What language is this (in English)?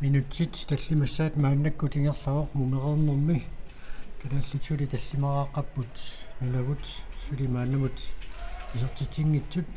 Kalaallisut